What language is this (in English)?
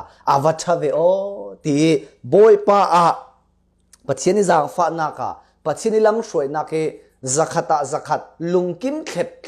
Falam Chin